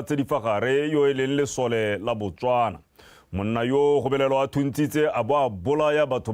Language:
Tswana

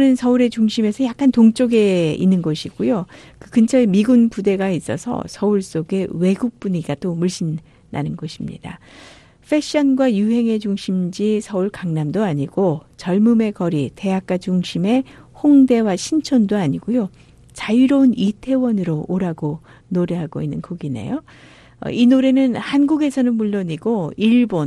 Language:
Korean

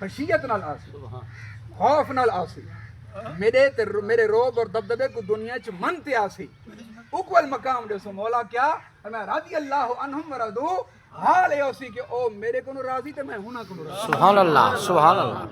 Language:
Saraiki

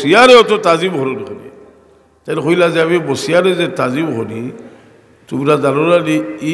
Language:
Sylheti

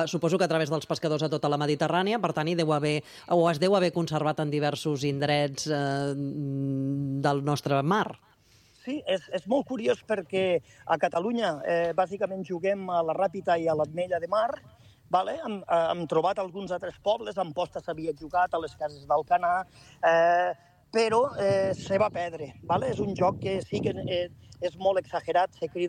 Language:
Catalan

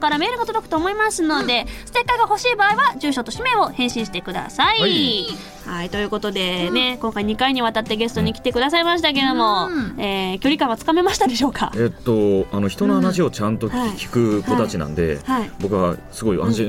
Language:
Japanese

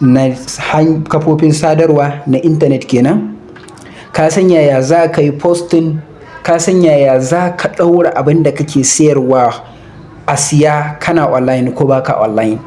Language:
Hausa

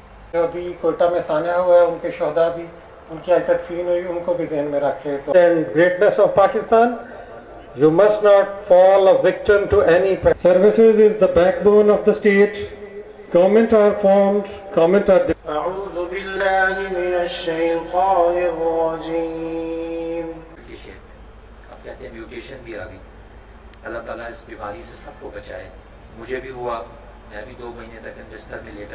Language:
Urdu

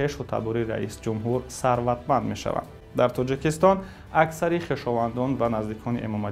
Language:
Tajik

